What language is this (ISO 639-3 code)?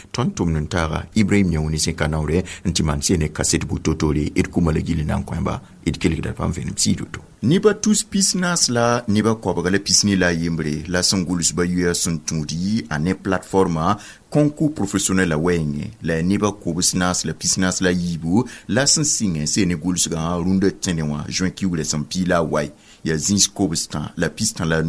mos